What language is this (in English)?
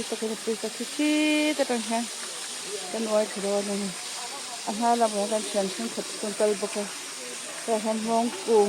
Mizo